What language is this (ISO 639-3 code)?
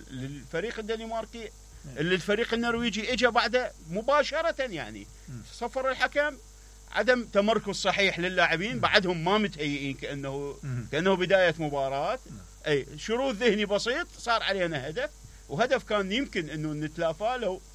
acm